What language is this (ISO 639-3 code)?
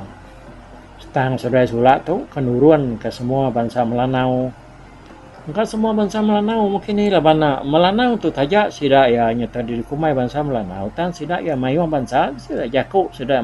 iba